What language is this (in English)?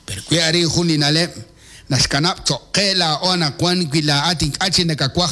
Kekchí